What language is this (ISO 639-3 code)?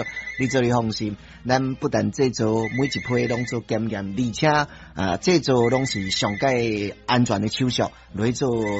nan